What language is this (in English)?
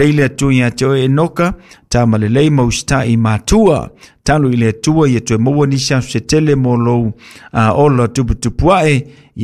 Samoan